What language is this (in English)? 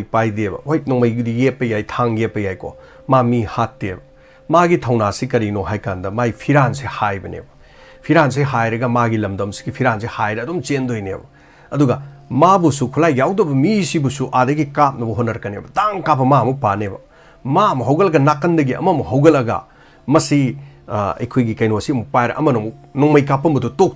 Manipuri